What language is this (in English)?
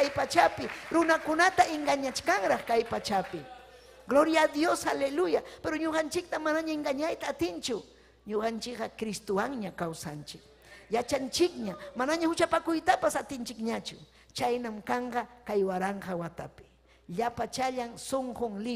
Ayacucho Quechua